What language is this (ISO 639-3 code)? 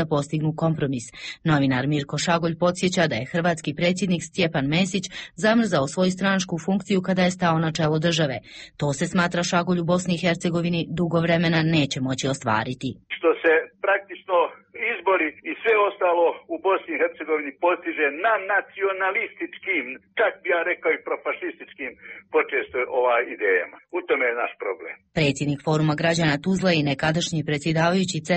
hrv